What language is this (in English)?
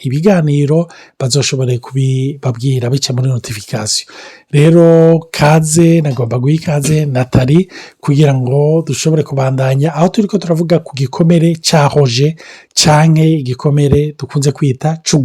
Rundi